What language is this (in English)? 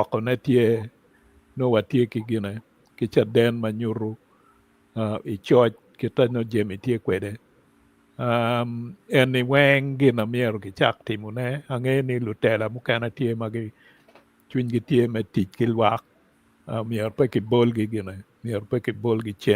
Acoli